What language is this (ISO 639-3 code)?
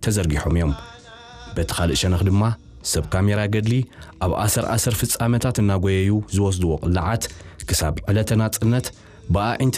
tir